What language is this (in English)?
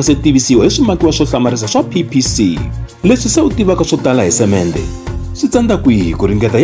Tsonga